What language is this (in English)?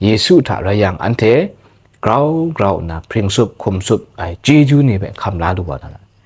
Kachin